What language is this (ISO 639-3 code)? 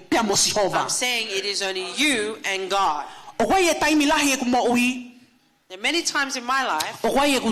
ton